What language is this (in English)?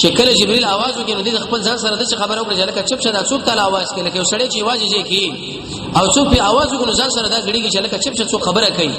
Pashto